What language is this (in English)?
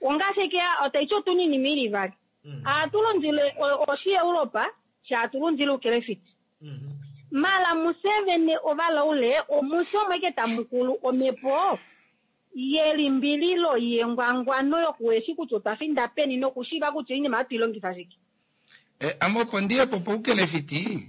Kuanyama